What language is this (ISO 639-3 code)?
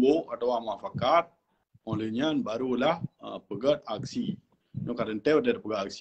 ace